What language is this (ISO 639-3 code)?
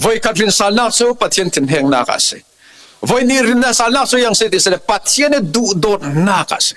cfm